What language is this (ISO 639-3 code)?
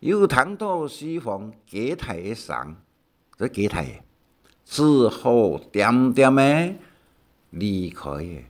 hak